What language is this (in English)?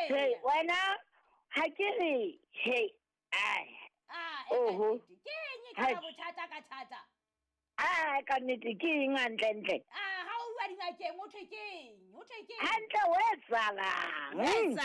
Southern Sotho